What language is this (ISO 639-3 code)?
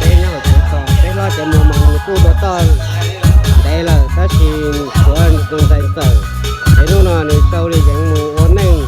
hmn